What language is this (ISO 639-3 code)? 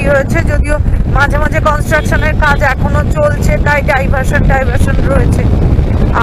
ben